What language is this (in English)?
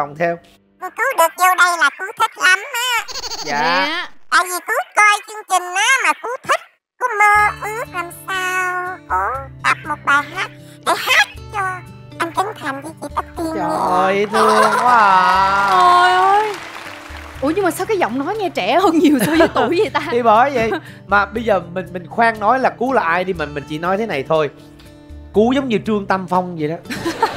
Vietnamese